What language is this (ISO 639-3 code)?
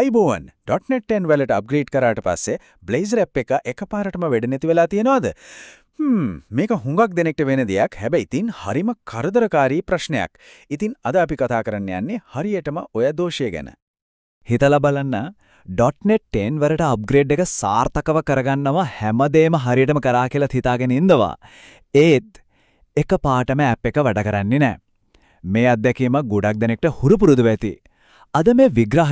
sin